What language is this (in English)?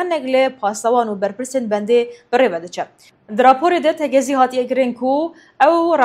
Kurdish